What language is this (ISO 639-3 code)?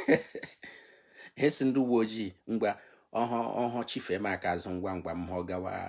ibo